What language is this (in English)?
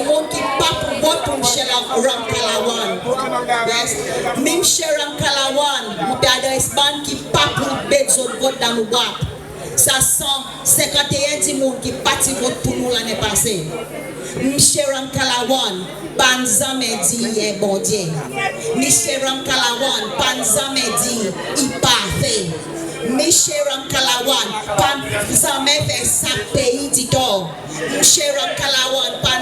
Seselwa Creole French